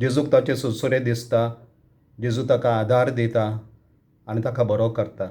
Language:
Konkani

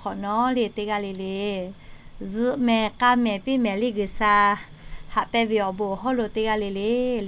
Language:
Lahu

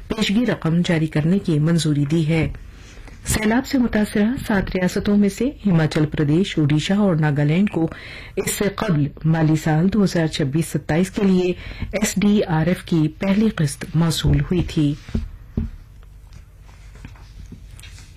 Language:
Urdu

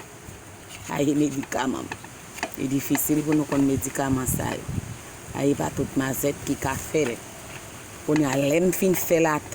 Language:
Haitian Creole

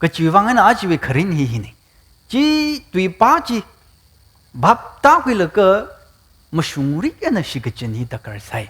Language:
Tangkhul Naga (India)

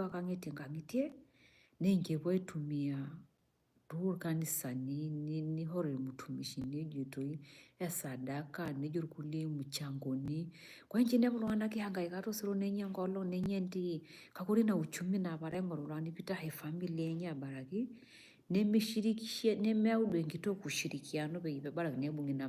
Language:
Masai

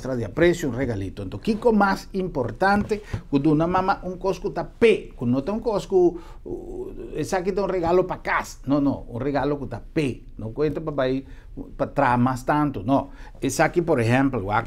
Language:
Papiamento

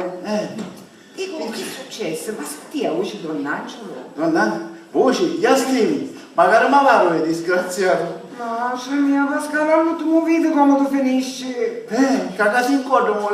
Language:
Sicilian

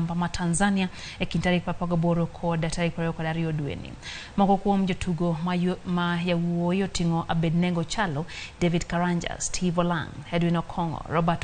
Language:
Luo (Kenya and Tanzania)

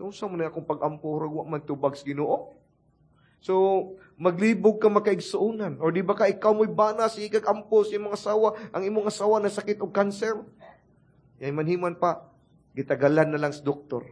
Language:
Cebuano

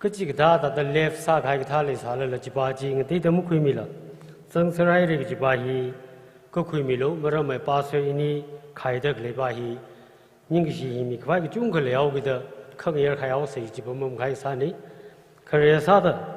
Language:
Tangkhul Naga (India)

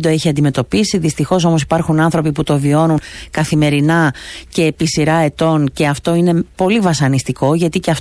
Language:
Greek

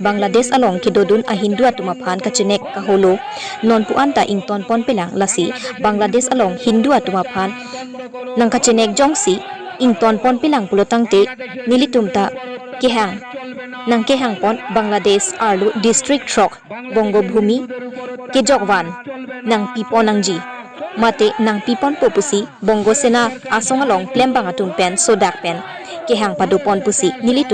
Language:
Karbi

